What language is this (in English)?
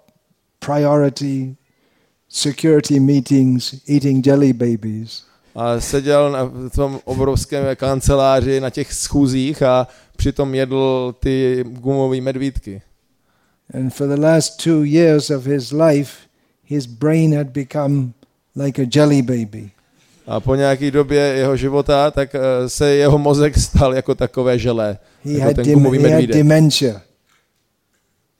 Czech